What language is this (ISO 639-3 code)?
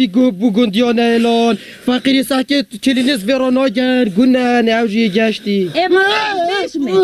kur